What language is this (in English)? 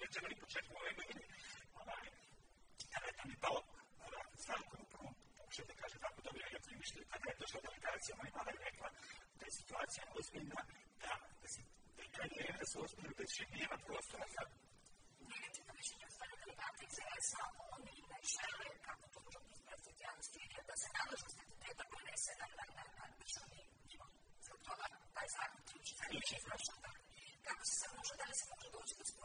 Bosnian